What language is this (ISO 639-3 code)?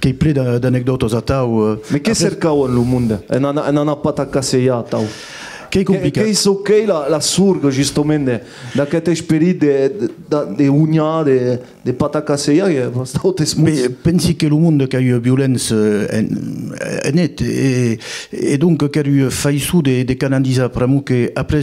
oci